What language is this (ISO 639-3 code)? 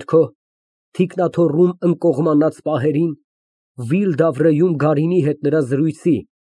hye